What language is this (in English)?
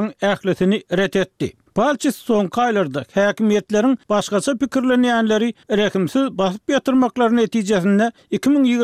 Turkmen